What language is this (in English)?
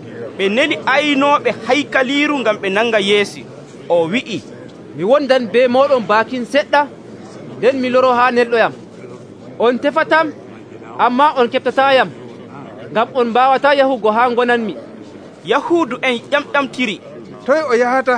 Nigerian Fulfulde